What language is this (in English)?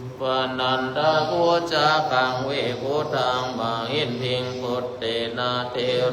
Pali